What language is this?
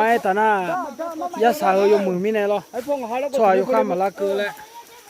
Akha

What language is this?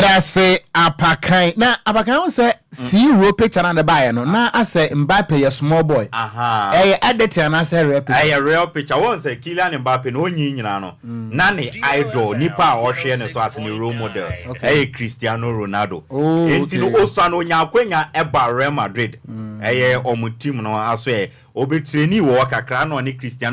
Akan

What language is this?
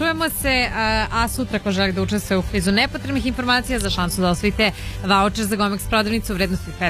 Serbian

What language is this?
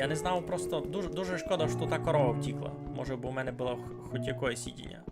Rusyn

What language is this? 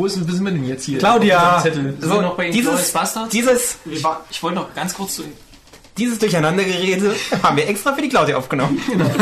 German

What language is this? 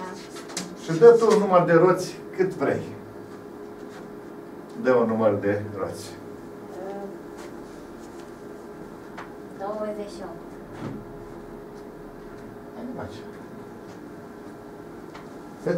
Romanian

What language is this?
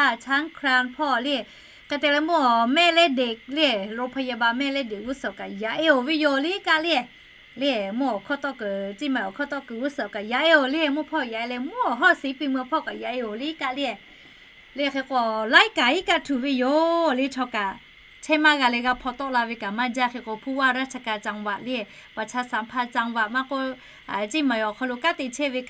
Lahu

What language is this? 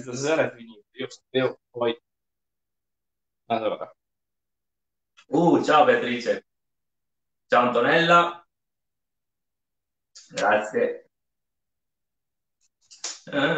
Italian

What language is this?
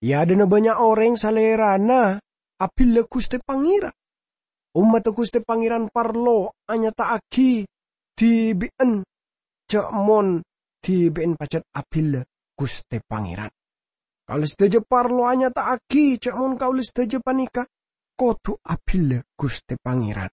Madurese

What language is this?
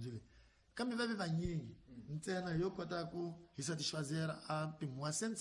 Tsonga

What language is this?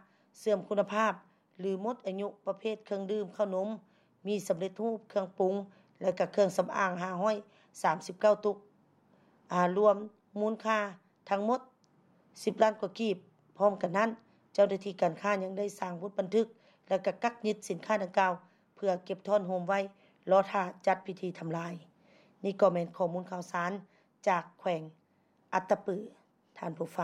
Lao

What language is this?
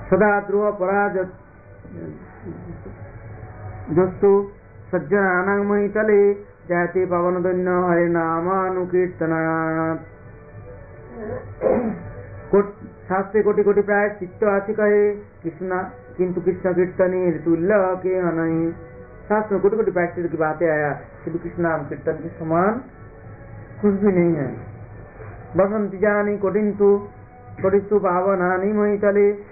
Hindi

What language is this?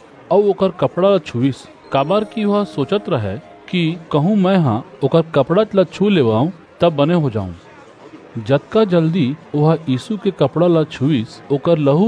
Chhattisgarhi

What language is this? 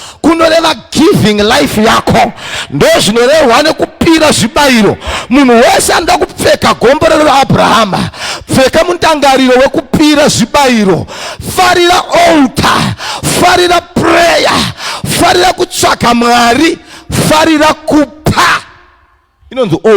Shona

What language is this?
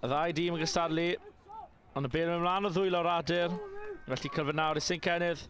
Welsh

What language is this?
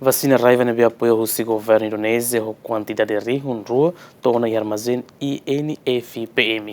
Tetum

